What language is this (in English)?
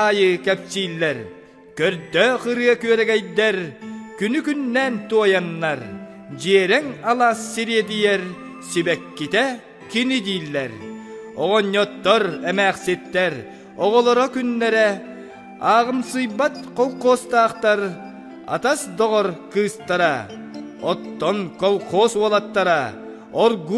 Yakut